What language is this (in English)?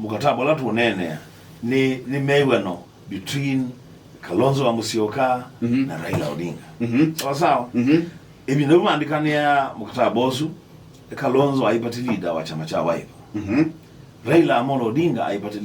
Kamba